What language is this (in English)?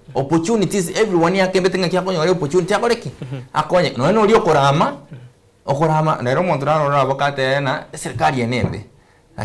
Gusii